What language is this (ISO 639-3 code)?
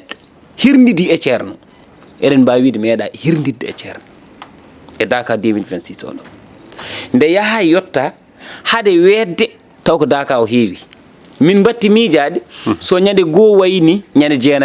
ful